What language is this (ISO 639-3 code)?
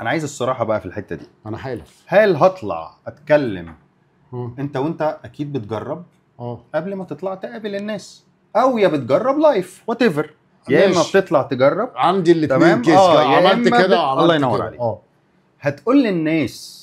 arz